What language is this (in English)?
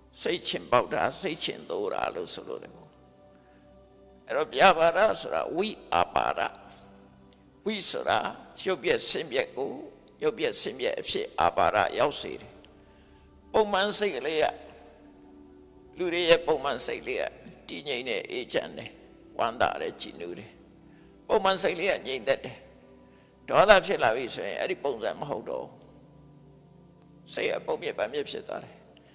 Burmese